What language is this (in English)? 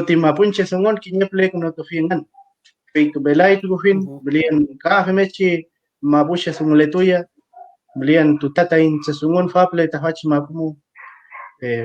Mapuche